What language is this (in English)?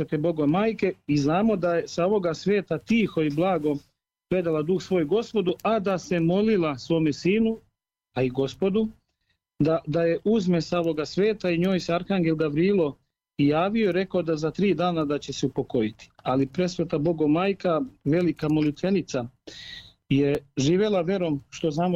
Serbian